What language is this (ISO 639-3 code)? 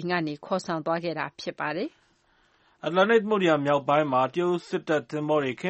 mya